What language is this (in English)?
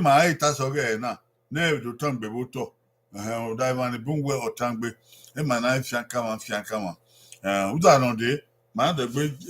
Bini